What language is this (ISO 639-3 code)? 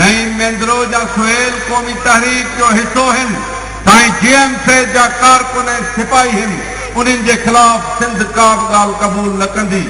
snd